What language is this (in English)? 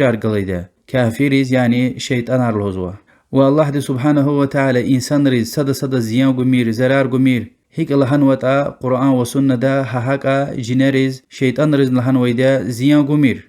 Lezghian